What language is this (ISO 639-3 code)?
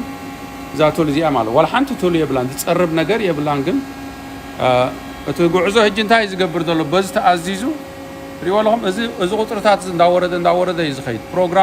tir